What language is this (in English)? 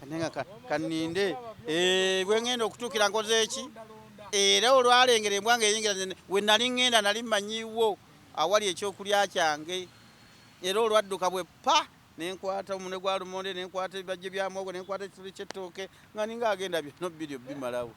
Ganda